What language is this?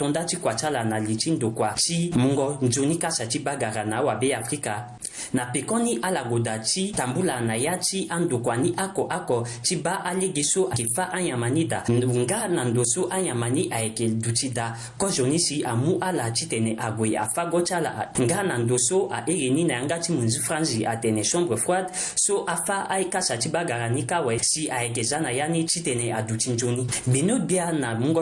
Sango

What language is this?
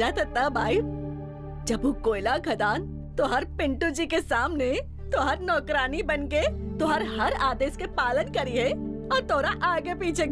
Bhojpuri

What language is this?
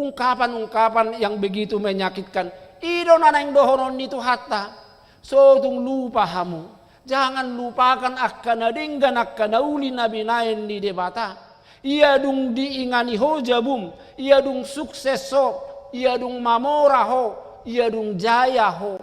Batak Toba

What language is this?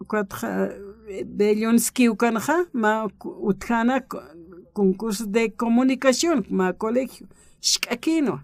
Aymara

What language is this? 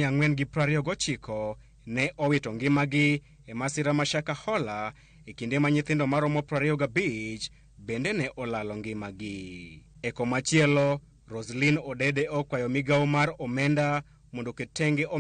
Luo (Kenya and Tanzania)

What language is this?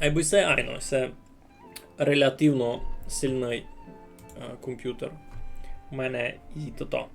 Rusyn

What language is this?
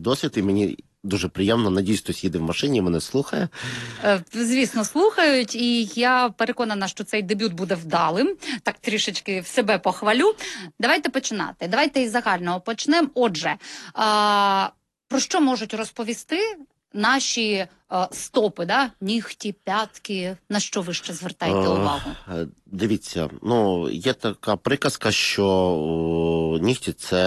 Ukrainian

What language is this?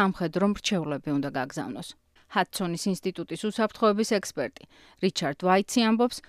Georgian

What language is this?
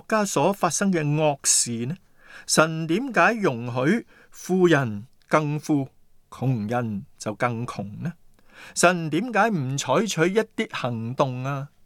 Cantonese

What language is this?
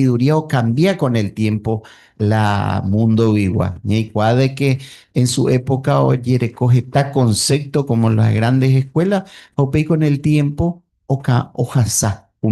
Guarani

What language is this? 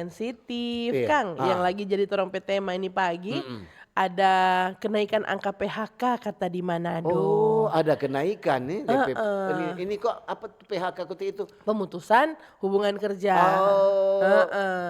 Manado Malay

